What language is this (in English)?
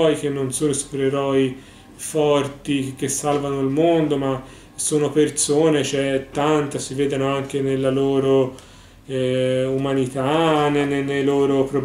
Italian